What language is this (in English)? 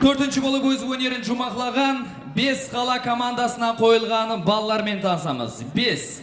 Kara-Kalpak